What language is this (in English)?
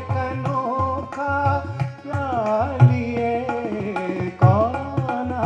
Hindi